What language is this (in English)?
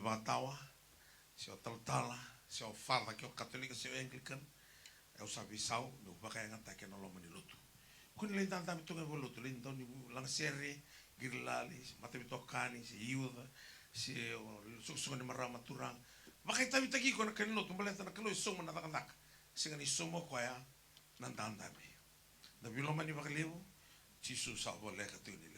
Fijian